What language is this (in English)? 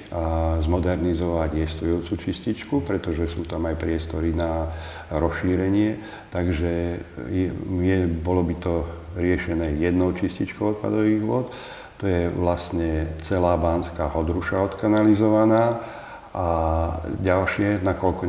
Slovak